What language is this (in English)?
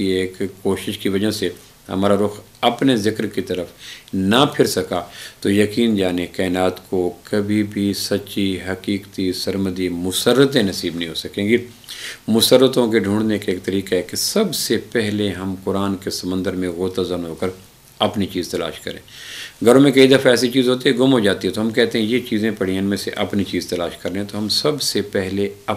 Urdu